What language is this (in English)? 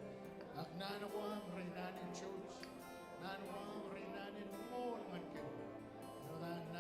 Marshallese